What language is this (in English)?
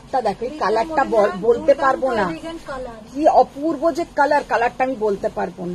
Bangla